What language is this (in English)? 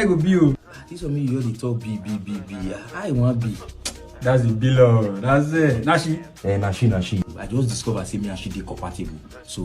Nigerian Pidgin